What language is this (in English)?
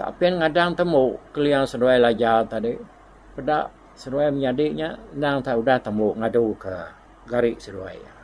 Iban